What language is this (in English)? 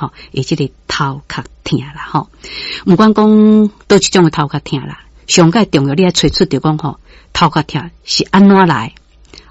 Min Nan Chinese